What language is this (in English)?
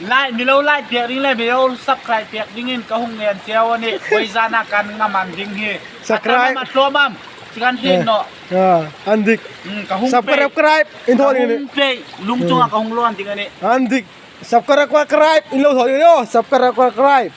Hmar